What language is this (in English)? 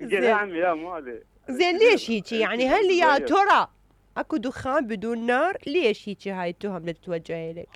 Mesopotamian Arabic